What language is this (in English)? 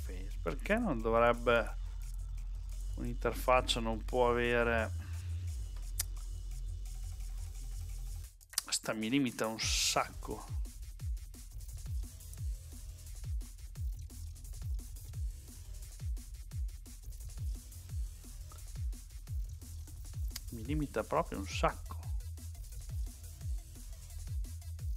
Italian